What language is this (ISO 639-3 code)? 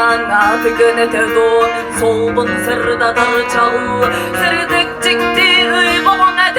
sah